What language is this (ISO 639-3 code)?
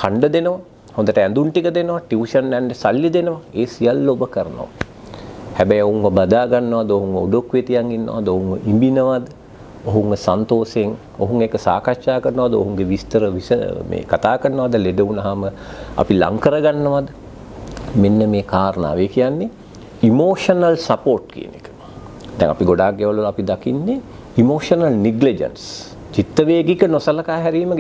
sin